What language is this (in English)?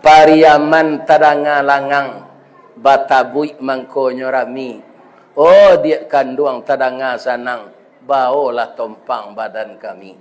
Minangkabau